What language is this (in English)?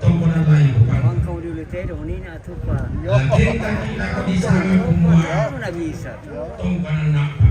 Toraja-Sa'dan